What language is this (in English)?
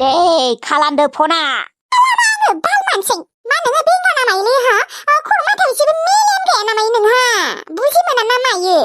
Bodo